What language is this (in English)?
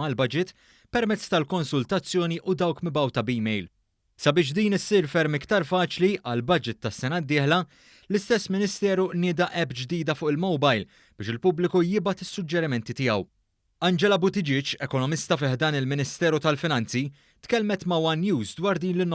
Maltese